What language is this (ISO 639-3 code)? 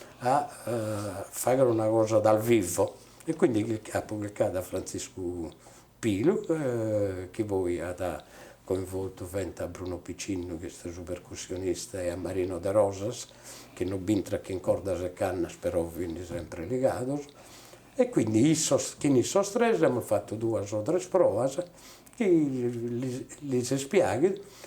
srd